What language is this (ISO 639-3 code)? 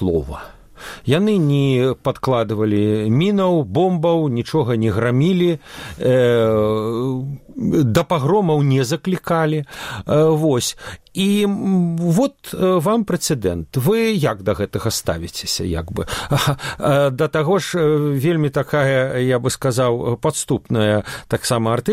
bel